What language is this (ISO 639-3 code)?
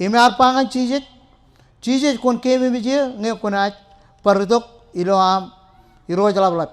mah